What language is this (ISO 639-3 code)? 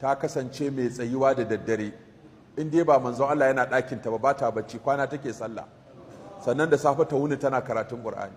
hau